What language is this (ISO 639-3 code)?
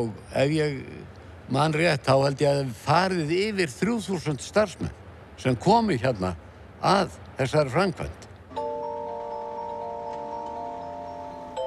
isl